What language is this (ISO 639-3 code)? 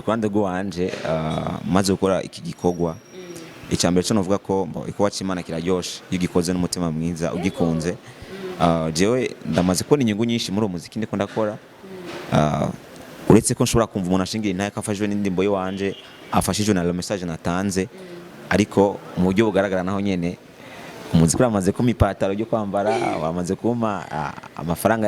run